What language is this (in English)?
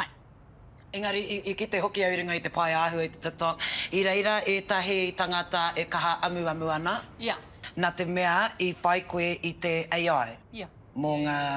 Māori